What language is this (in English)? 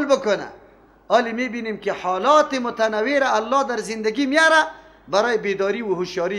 Persian